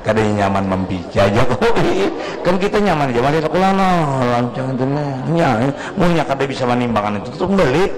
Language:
Banjar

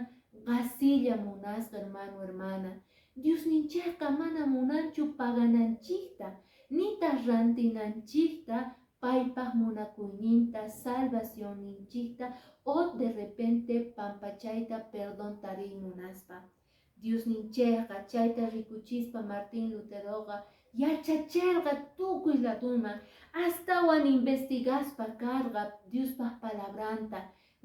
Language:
Quechua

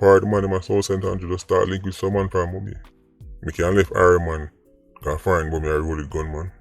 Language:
Jamaican Creole English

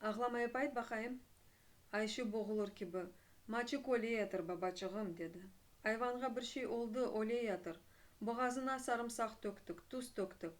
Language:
Crimean Tatar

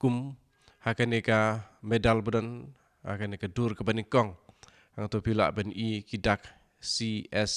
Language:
Khasi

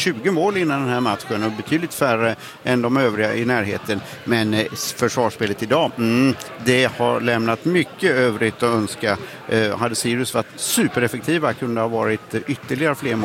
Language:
Swedish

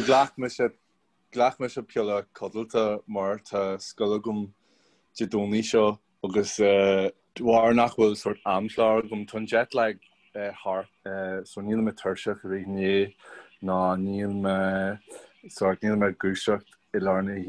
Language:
Irish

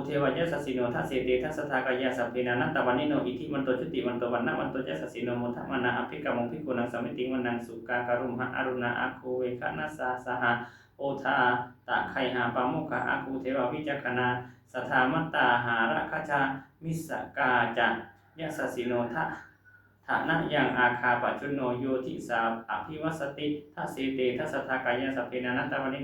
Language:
Pali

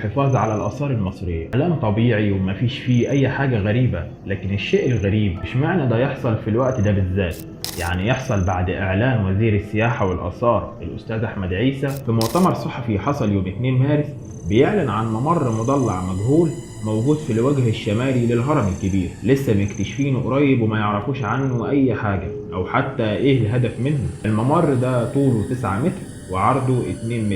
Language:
Egyptian Arabic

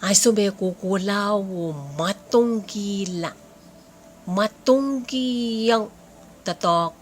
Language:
Pohnpeian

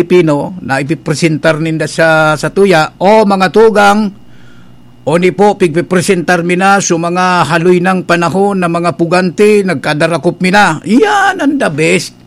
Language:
Bikol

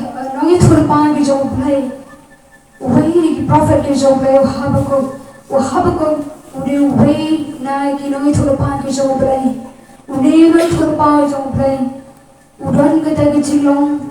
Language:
Khasi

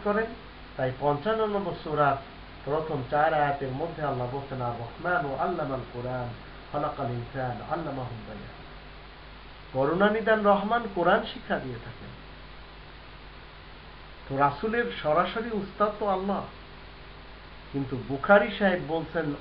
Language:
Bangla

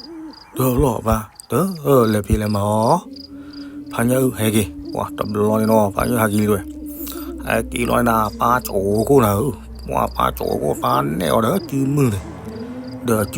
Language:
S'gaw Karen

